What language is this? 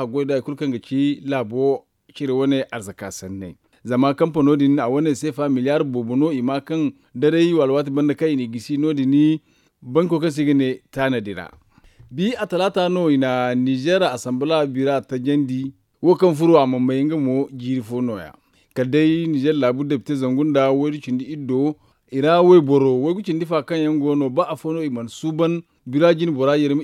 Zarma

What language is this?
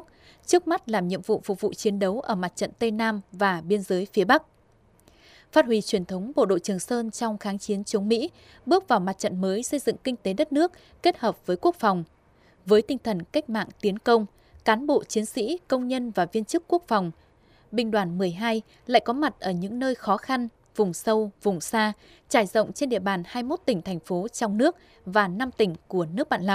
Vietnamese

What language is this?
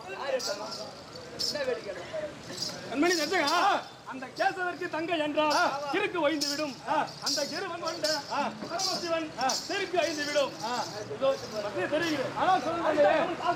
Tamil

